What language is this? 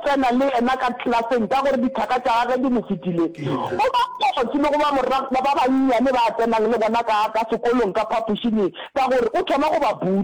Northern Sotho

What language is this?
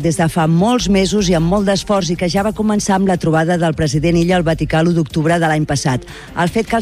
Catalan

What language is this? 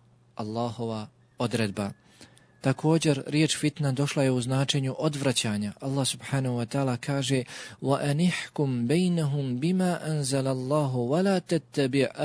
Bosnian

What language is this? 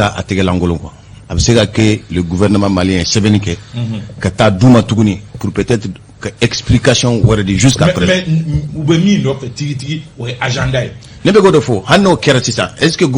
Bambara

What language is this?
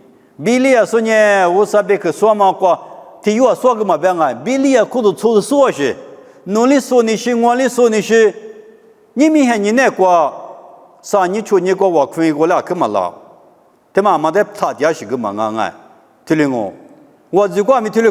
Lisu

